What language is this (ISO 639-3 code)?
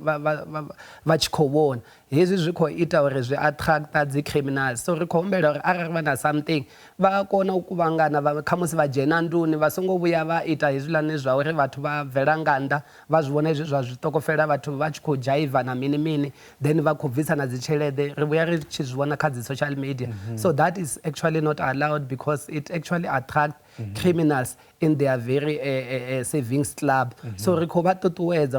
ven